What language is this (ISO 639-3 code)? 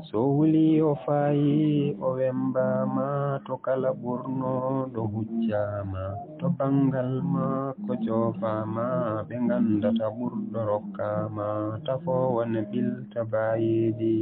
ful